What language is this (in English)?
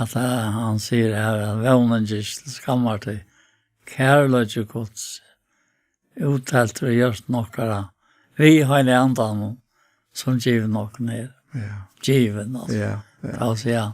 Faroese